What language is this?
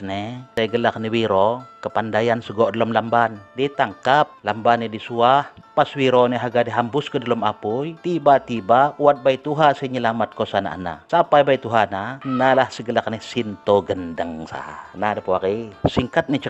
Lampung Api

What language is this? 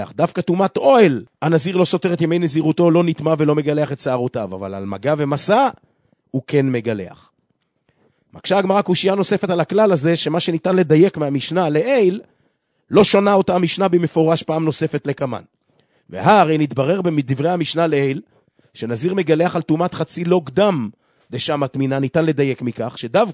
Hebrew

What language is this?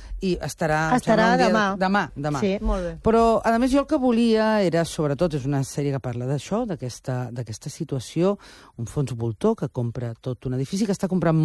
Catalan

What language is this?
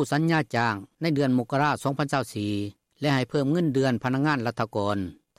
Lao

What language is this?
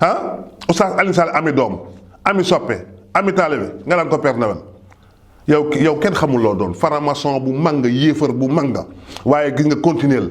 Wolof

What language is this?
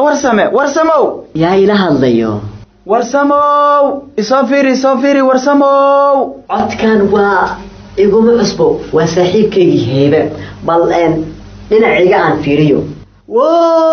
Somali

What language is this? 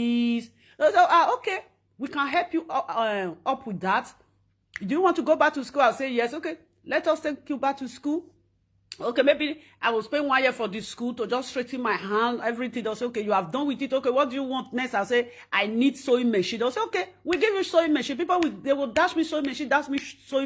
Nigerian Pidgin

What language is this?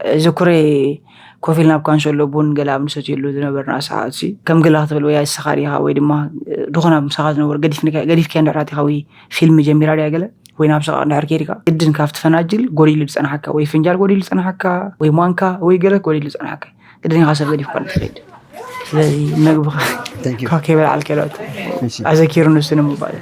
Tigrinya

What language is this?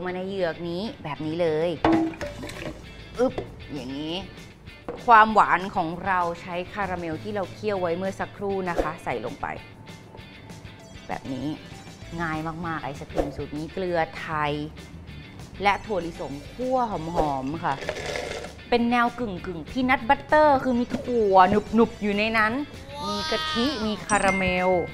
Thai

